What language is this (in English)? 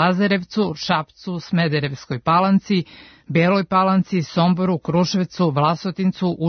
Serbian